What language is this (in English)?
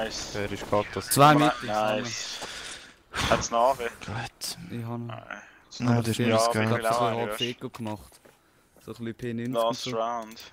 Swiss German